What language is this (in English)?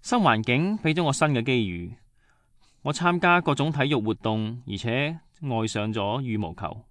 Cantonese